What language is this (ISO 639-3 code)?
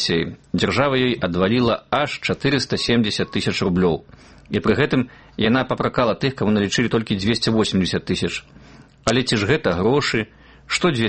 bel